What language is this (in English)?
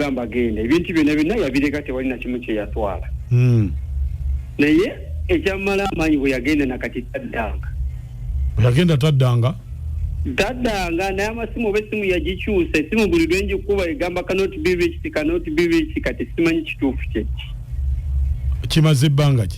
Ganda